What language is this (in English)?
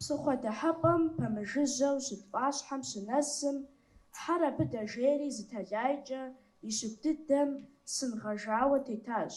Kabardian